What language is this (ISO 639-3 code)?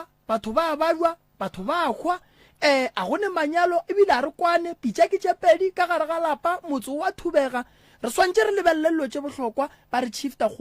nso